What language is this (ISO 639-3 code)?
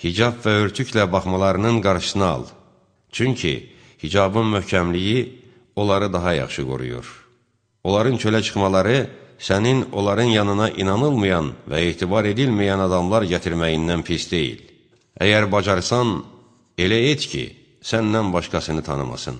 aze